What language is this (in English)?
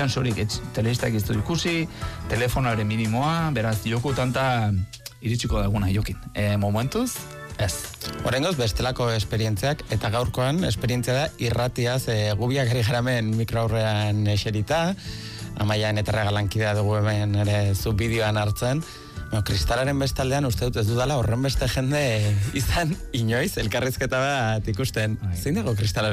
Basque